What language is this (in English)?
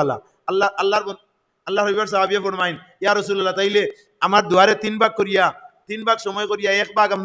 Sylheti